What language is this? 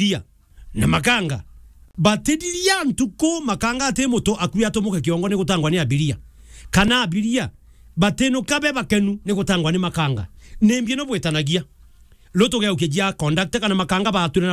Meru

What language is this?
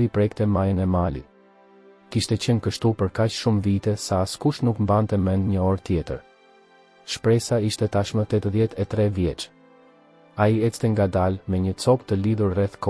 Albanian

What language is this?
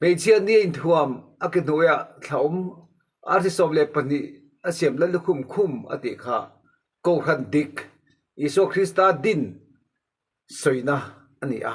Mizo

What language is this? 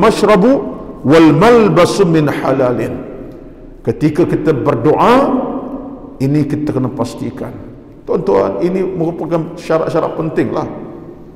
Malay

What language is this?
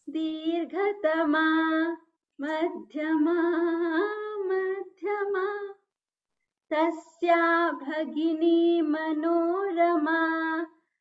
Sanskrit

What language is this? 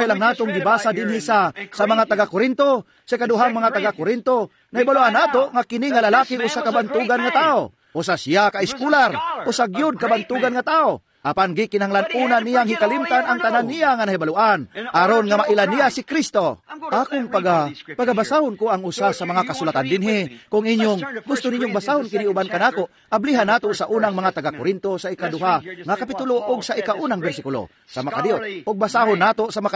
Cebuano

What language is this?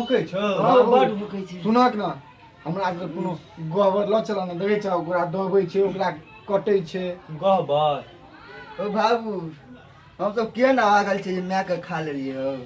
Maithili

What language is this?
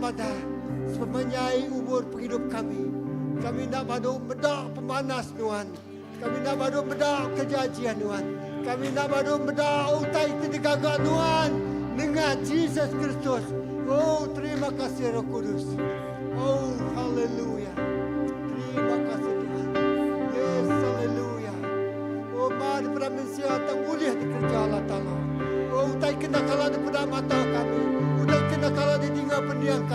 Iban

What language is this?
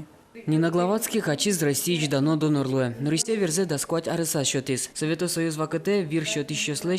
Udmurt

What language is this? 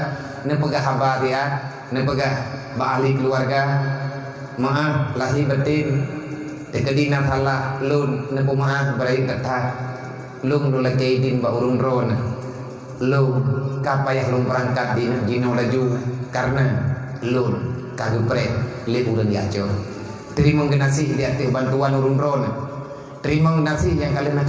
Achinese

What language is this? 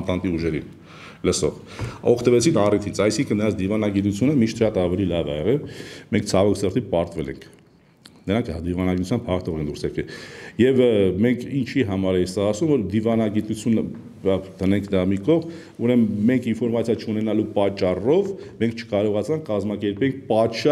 Armenian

